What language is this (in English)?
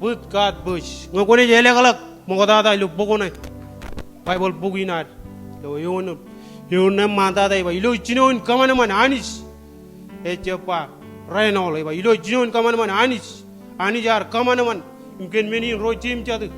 Marshallese